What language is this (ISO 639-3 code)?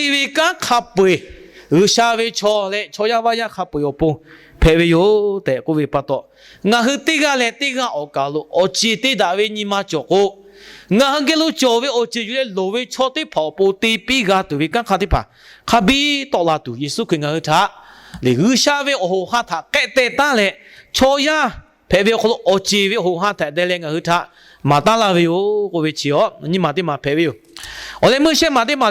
lhu